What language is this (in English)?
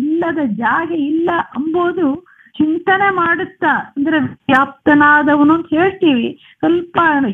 Kannada